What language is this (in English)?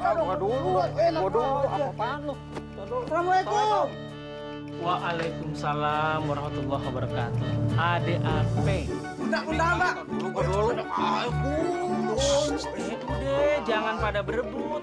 Betawi